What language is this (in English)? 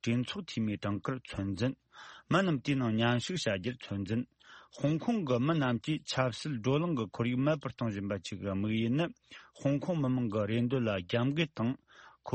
Tibetan